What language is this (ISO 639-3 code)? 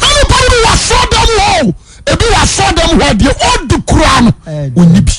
aka